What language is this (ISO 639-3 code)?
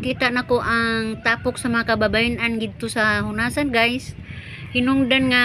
ceb